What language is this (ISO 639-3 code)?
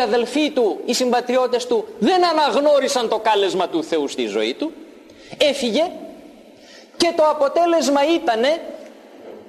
ell